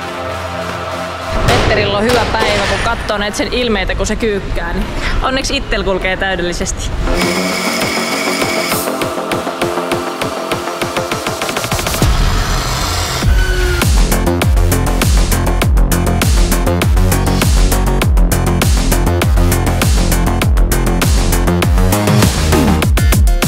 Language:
Finnish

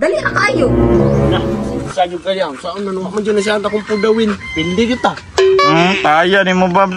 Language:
Cebuano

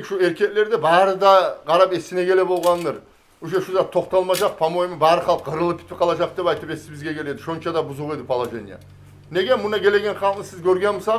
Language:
Kumyk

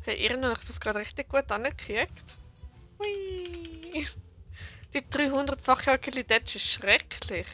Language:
Swiss German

